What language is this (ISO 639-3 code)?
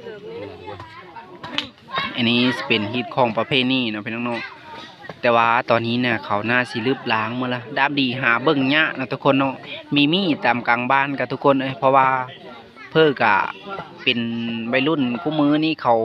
lao